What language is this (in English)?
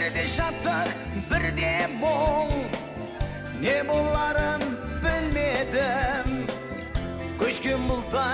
Kazakh